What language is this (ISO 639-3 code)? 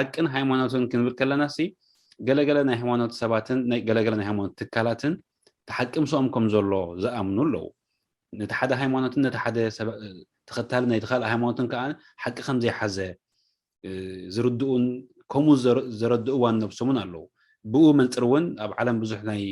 tir